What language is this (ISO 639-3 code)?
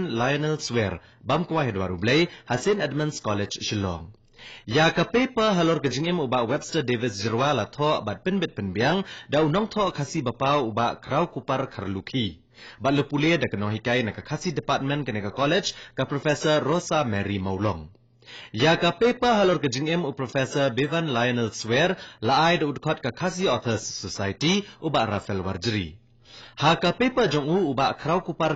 kha